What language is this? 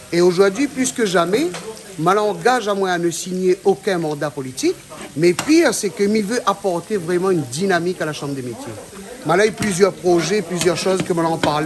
Réunion Creole French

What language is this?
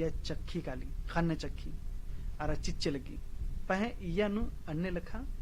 Kurukh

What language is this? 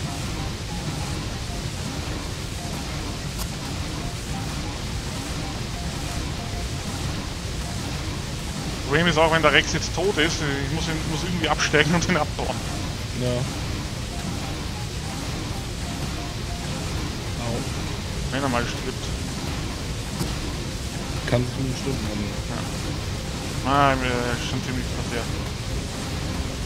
German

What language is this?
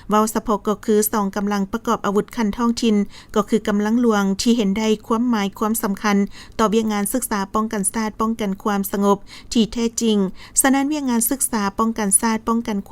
Lao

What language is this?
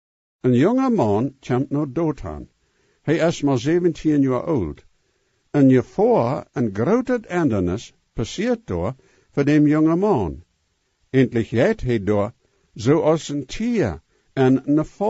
Plautdietsch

